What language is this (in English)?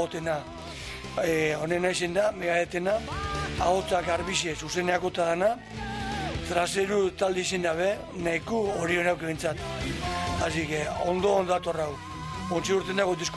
Basque